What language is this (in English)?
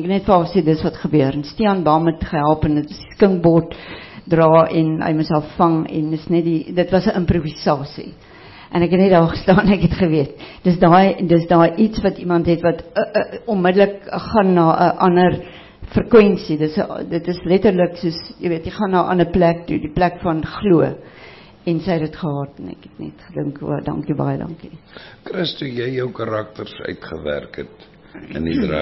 Afrikaans